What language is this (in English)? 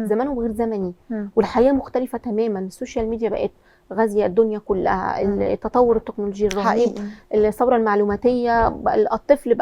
Egyptian Arabic